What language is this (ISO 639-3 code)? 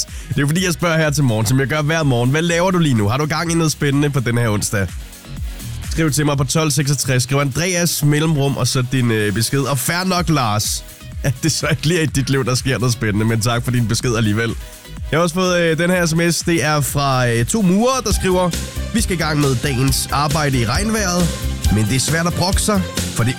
dan